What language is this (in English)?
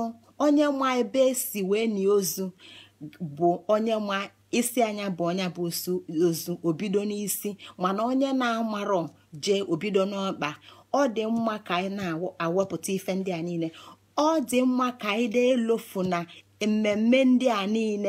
Igbo